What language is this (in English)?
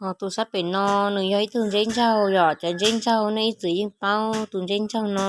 Hmong